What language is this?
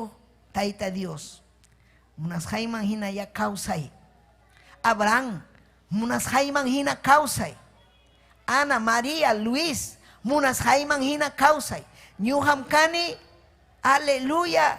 Ayacucho Quechua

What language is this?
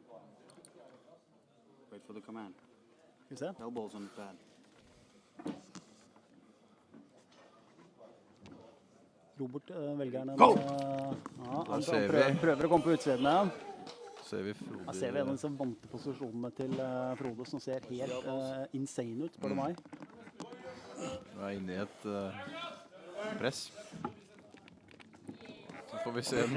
Norwegian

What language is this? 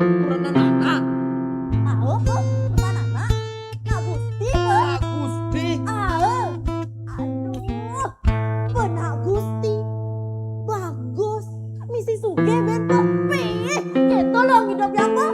Balinese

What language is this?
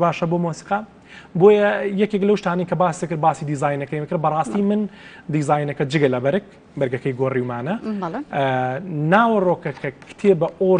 Central Kurdish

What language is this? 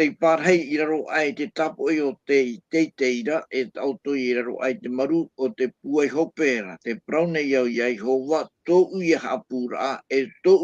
Tahitian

